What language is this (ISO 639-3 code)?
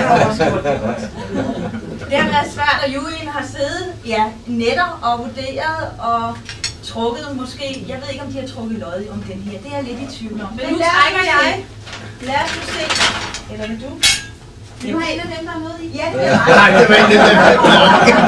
dan